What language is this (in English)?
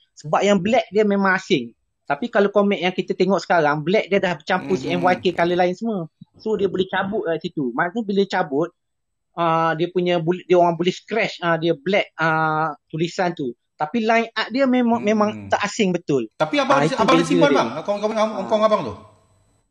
Malay